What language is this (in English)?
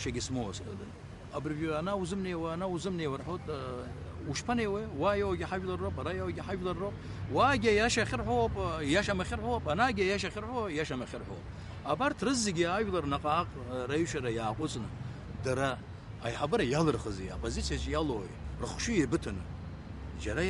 Abkhazian